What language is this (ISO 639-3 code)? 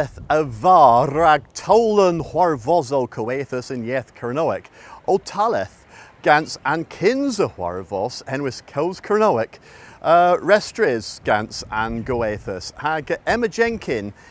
cor